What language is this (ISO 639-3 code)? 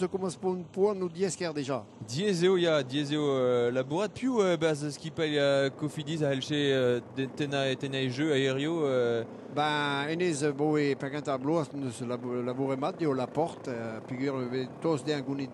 bre